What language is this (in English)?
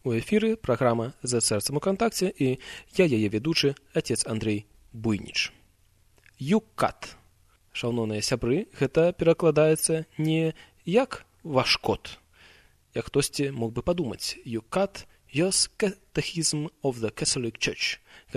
Belarusian